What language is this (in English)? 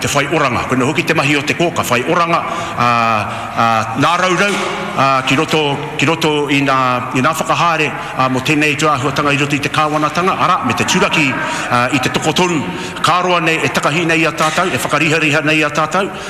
Māori